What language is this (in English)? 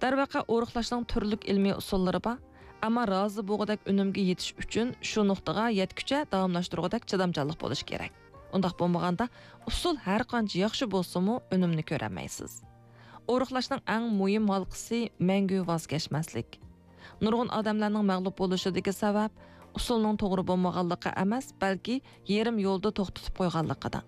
Uyghur